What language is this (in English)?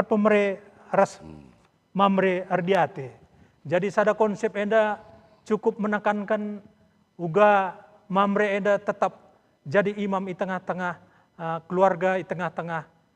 Batak Karo